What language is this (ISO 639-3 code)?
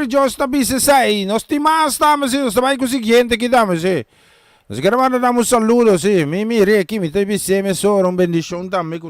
pap